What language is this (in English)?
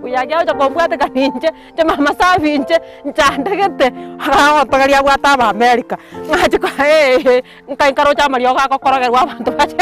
Gusii